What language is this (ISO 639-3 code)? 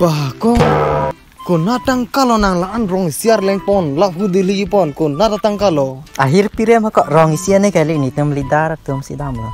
mjw